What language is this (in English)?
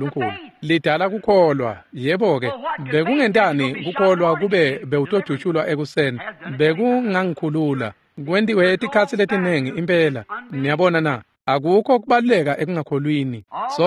Swati